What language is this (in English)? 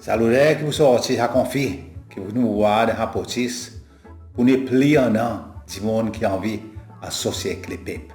Seselwa Creole French